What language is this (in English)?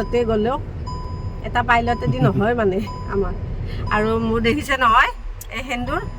Assamese